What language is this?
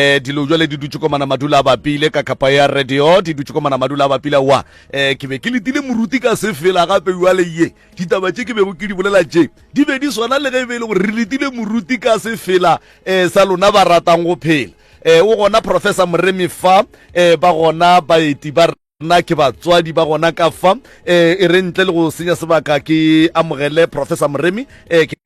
Northern Sotho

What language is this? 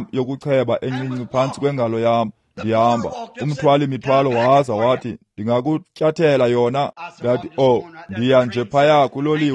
Xhosa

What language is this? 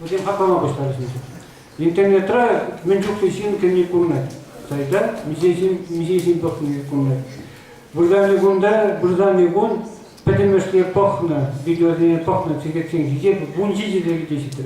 Chuvash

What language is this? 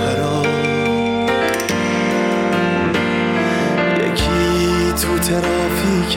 Persian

